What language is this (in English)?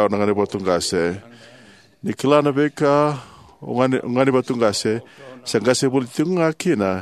Fijian